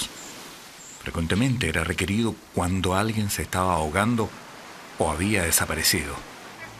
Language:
Spanish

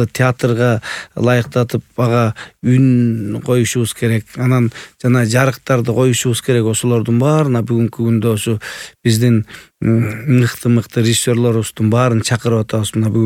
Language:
Kyrgyz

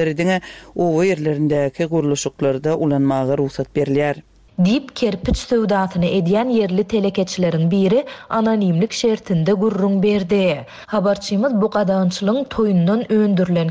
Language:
Turkmen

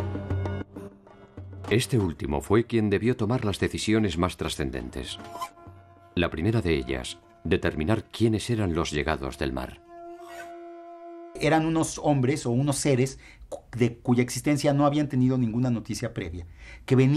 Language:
Spanish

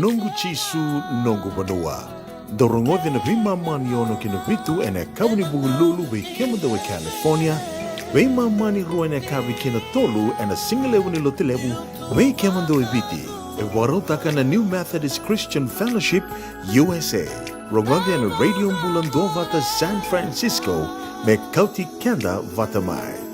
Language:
Fijian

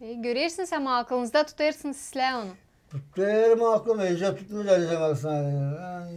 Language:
Gagauz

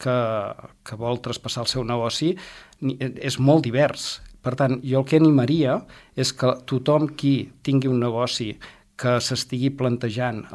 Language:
Catalan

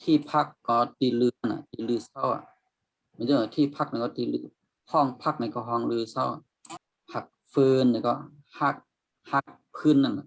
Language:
Shan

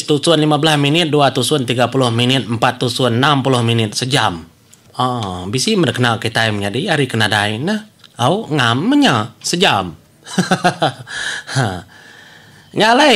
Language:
Iban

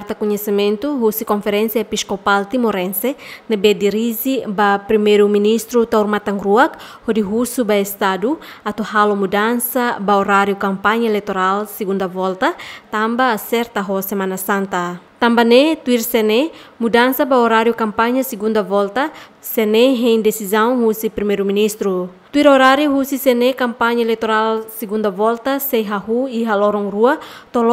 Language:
Tetum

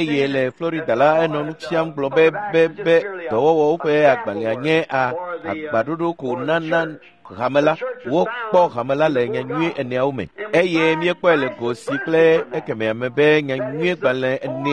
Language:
Ewe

